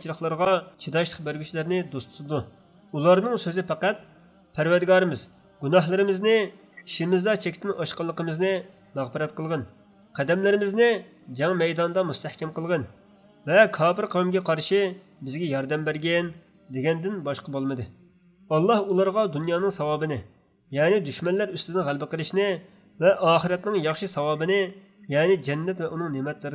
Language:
Uyghur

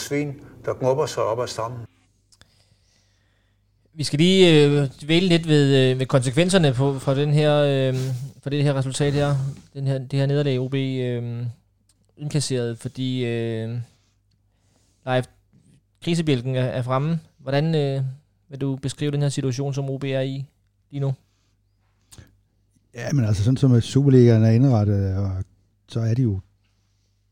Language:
Danish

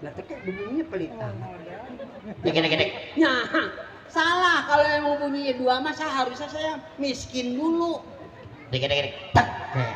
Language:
Betawi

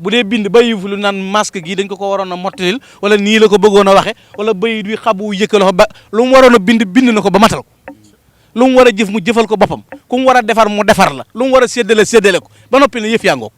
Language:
Wolof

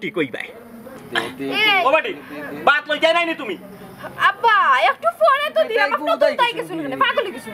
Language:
Sylheti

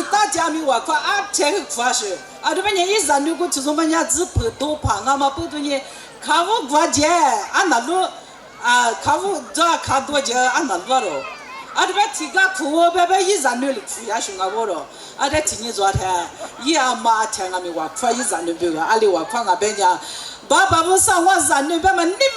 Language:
Lisu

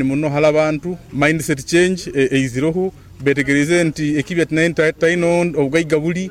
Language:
Nyoro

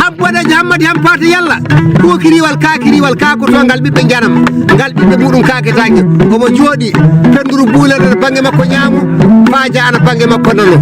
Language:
Fula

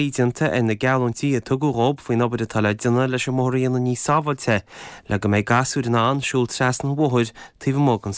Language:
Irish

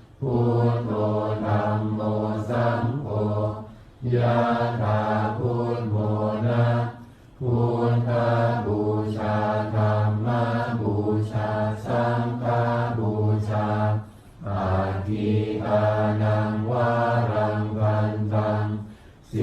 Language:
Pali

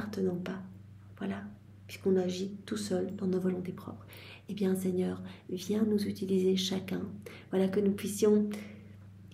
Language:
French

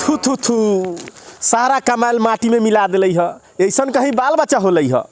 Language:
Bhojpuri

